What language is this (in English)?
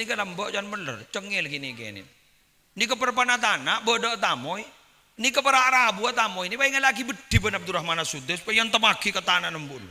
Madurese